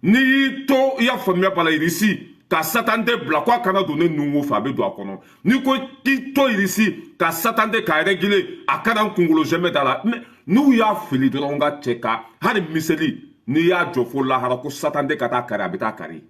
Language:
Bambara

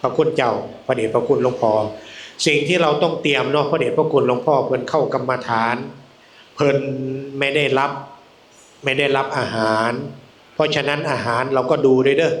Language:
Northeastern Thai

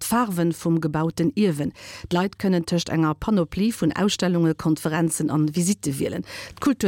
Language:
Luxembourgish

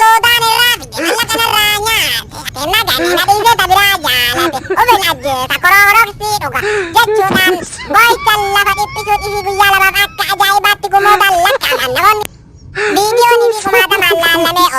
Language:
Oromo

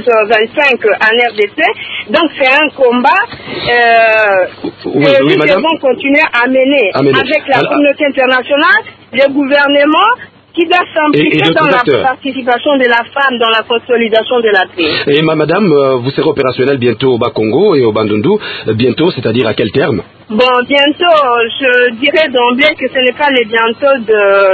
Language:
French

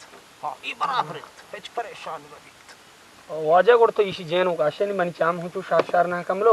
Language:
Baluchi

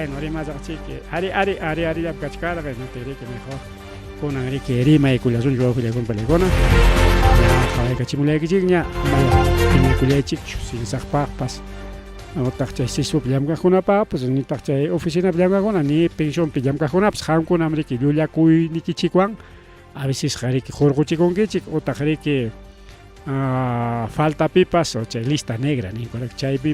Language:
Ayacucho Quechua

